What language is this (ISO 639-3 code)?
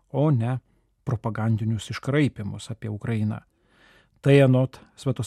lit